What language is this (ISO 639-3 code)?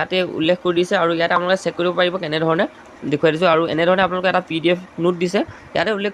asm